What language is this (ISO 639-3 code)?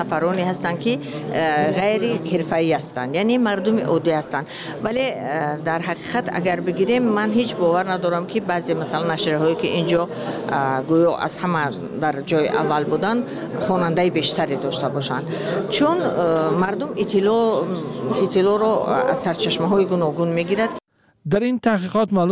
tgk